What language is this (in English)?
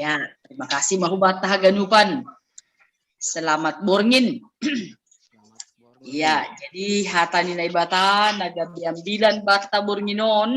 Batak Simalungun